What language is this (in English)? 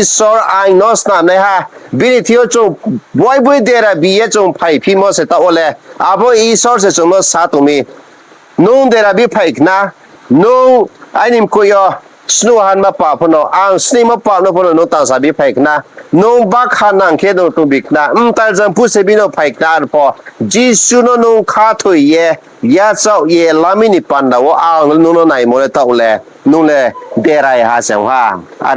Riang (India)